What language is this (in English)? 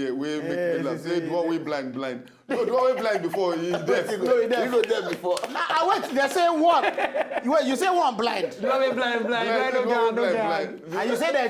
Nigerian Pidgin